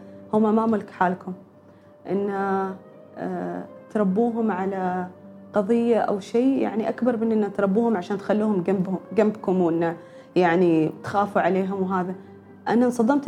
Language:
Gulf Arabic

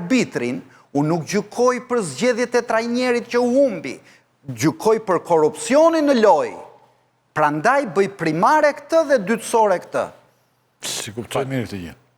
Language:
Albanian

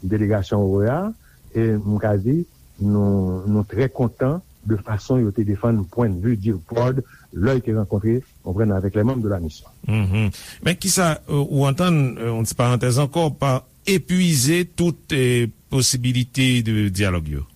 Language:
Haitian Creole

